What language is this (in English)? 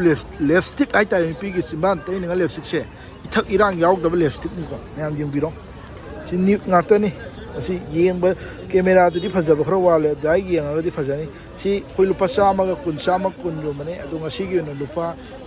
Manipuri